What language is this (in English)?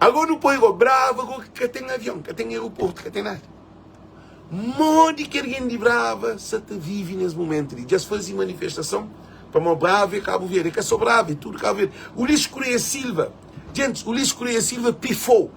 Kabuverdianu